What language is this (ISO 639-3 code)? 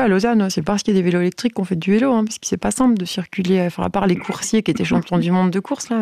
fra